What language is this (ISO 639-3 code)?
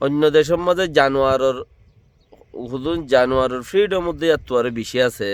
rhg